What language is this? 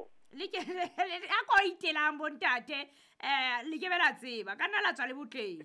Southern Sotho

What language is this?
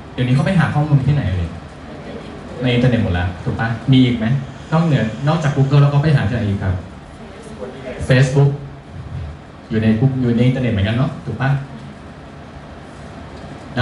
Thai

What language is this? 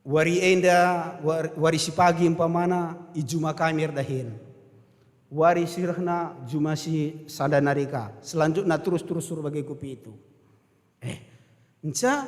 Batak Karo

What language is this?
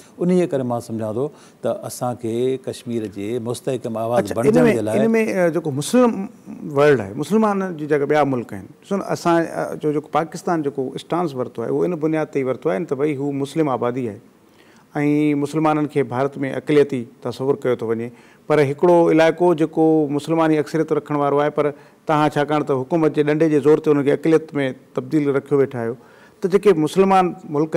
Sindhi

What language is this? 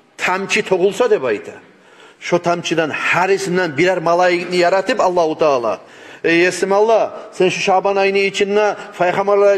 Kumyk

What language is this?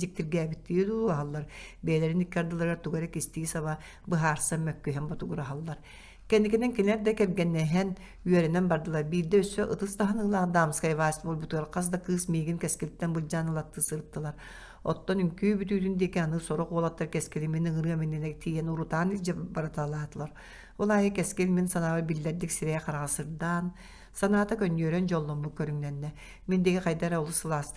Yakut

